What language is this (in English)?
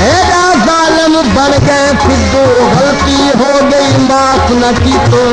Saraiki